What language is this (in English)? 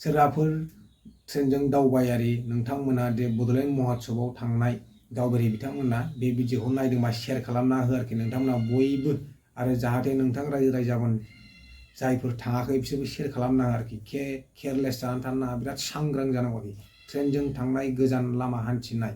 Bodo